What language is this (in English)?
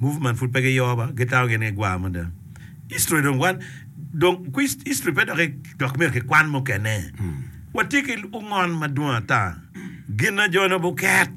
Acoli